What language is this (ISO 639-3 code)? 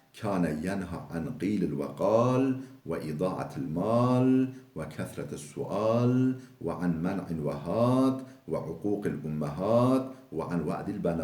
kur